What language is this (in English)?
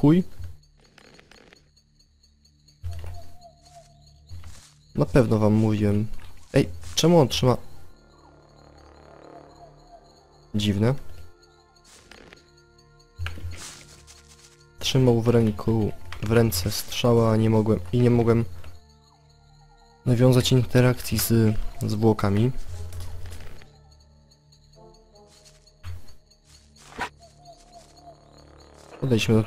Polish